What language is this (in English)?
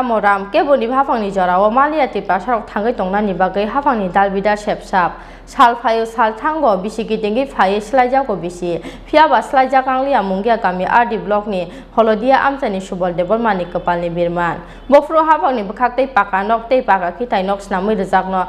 Kok Borok